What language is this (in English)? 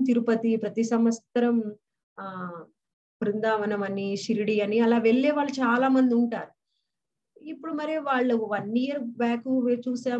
Telugu